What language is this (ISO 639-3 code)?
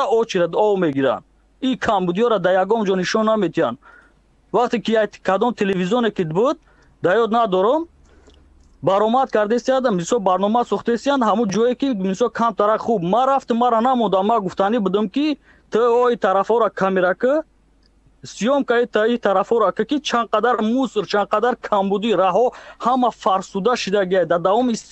tgk